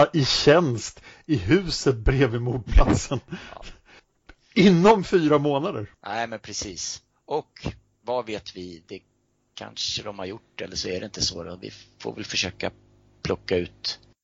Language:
Swedish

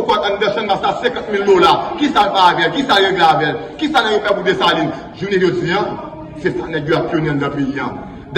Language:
Haitian Creole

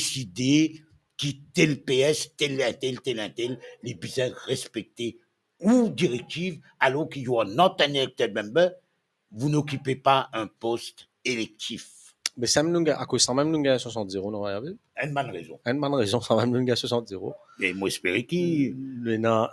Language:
Morisyen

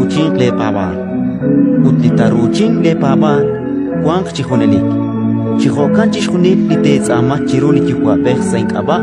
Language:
Kekchí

